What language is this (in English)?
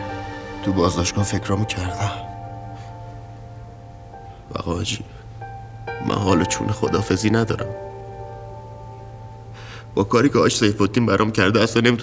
Persian